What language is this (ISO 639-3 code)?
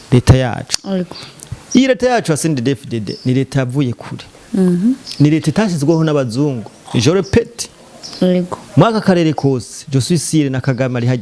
run